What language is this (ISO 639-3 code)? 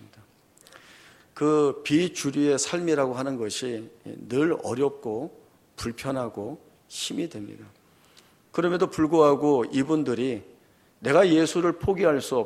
kor